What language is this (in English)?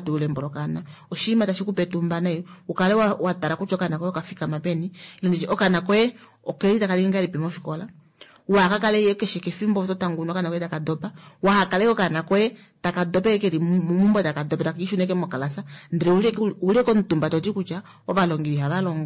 Kuanyama